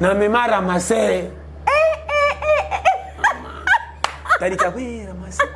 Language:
Lingala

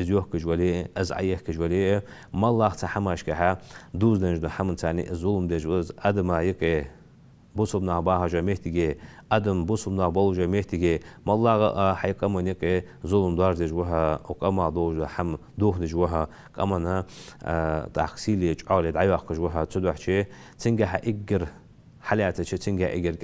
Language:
Ingush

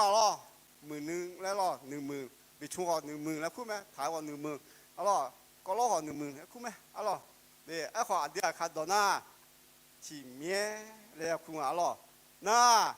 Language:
Akha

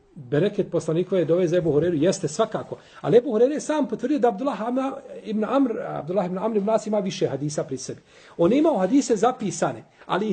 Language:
Bosnian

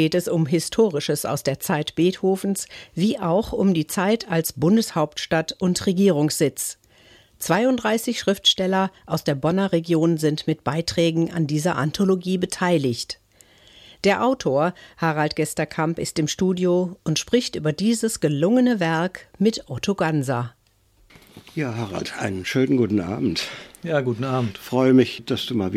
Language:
German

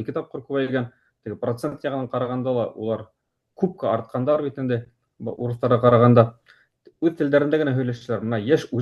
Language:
Bashkir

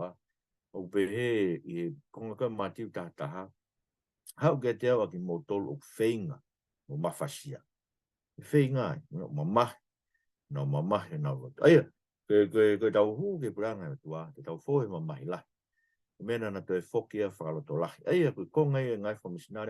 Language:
Tongan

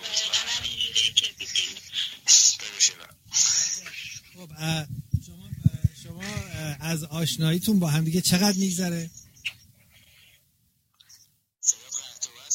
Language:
Persian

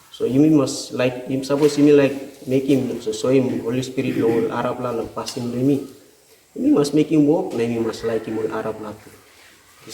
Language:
Tok Pisin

